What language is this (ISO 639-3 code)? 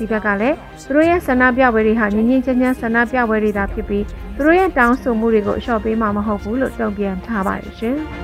mya